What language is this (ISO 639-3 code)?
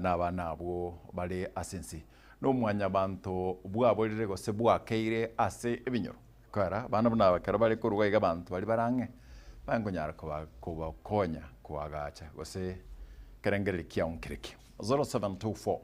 guz